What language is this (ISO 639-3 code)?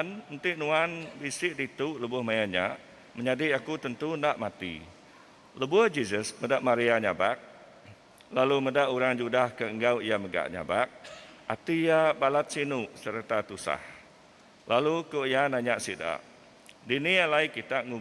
iba